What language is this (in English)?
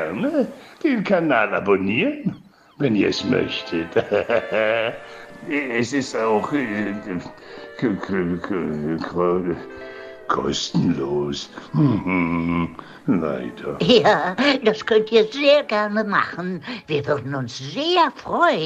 German